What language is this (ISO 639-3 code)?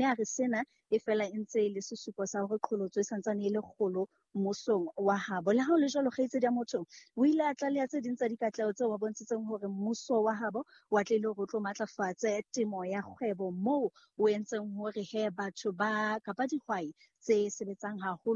sot